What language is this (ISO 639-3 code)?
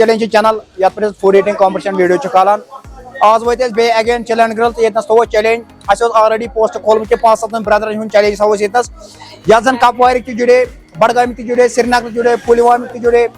kas